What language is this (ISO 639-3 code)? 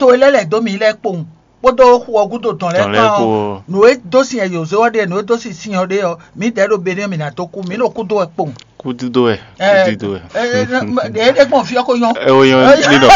fon